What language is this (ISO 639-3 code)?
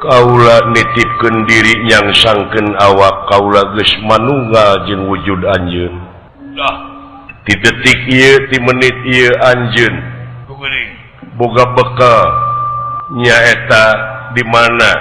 sun